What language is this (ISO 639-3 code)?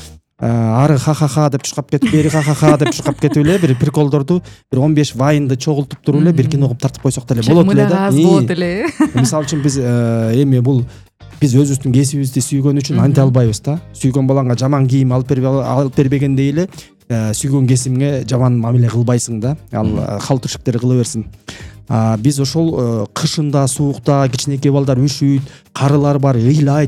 kir